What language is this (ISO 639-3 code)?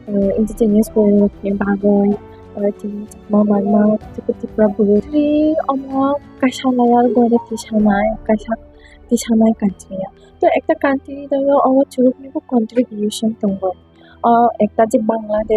trp